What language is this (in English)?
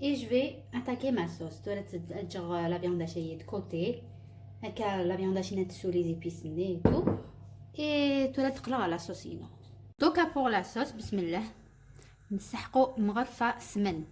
Algerian Arabic